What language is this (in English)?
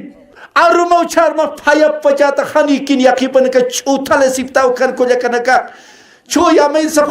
Aymara